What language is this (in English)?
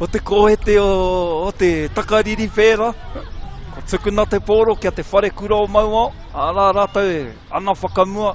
Māori